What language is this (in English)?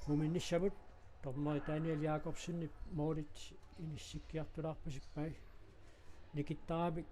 Kalaallisut